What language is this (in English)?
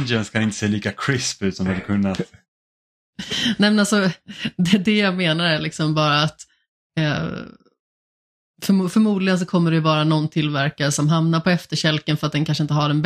Swedish